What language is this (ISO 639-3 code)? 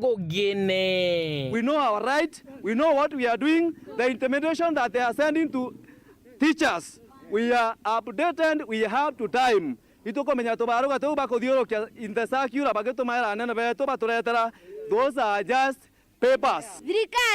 mer